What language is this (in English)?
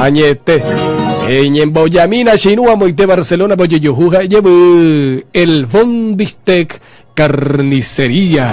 Guarani